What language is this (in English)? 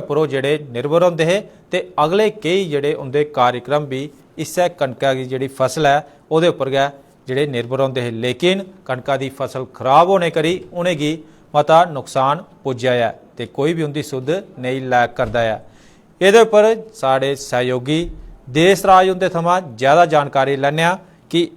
Dogri